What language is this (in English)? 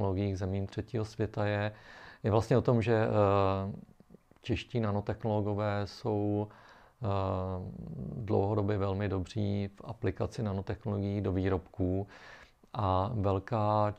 Czech